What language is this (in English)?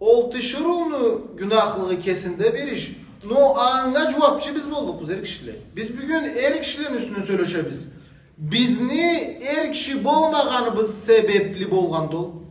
Karachay-Balkar